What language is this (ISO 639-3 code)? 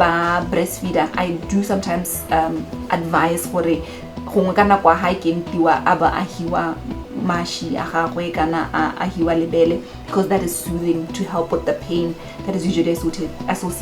tsn